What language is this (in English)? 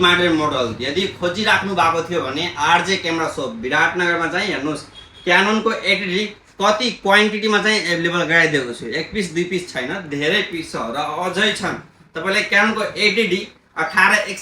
Nepali